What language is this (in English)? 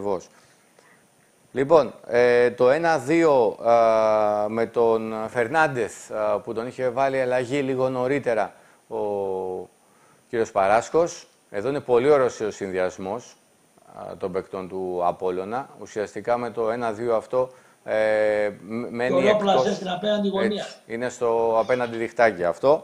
Greek